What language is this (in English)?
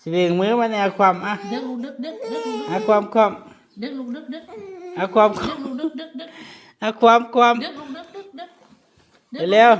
Northeastern Thai